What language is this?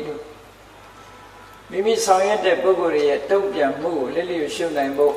Burmese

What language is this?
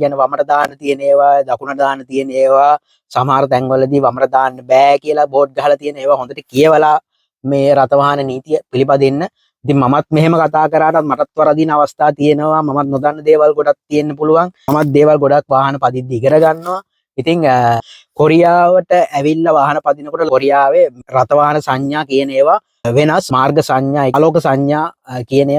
Sinhala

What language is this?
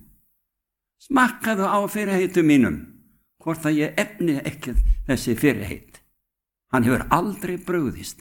Icelandic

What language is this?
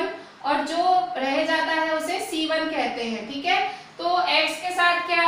Hindi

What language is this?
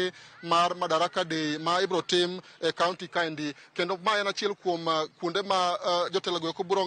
Luo (Kenya and Tanzania)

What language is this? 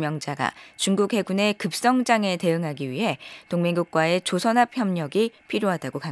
Korean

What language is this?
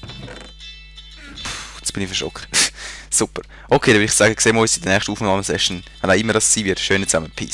Swiss German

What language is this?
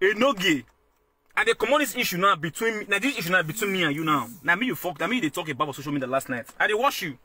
Nigerian Pidgin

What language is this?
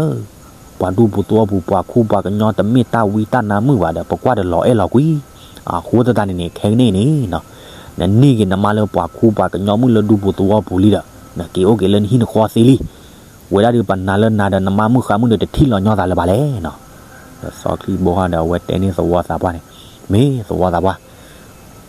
S'gaw Karen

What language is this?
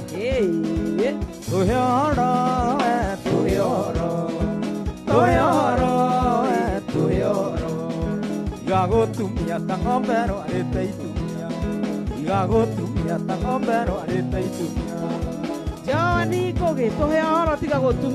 Kikuyu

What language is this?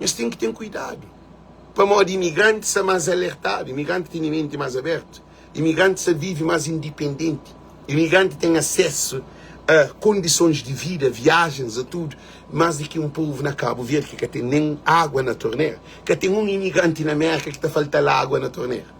Kabuverdianu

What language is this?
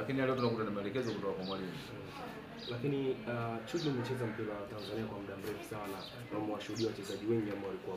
Swahili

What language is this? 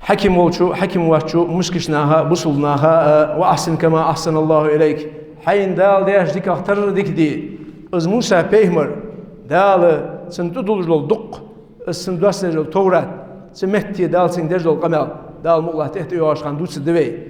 Ingush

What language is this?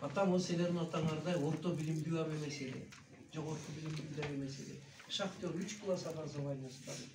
Kyrgyz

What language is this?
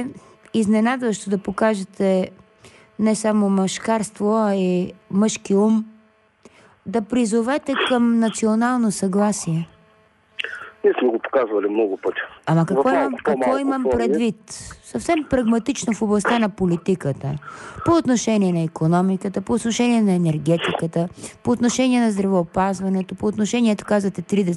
Bulgarian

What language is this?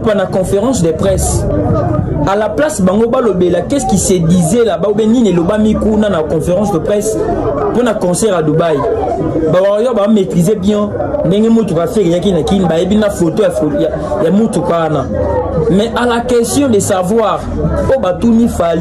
Lingala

